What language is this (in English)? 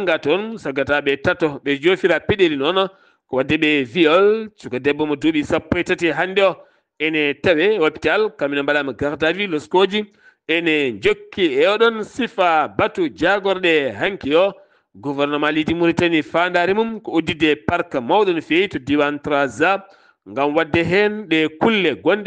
Fula